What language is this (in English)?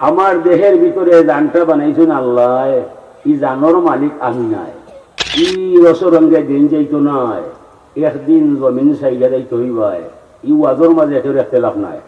Sylheti